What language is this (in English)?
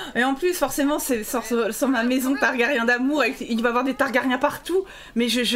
French